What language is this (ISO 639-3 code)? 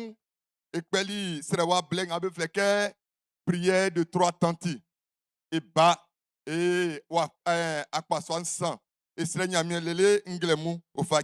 bci